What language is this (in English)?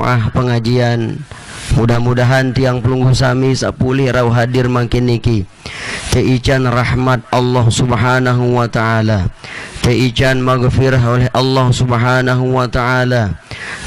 Sasak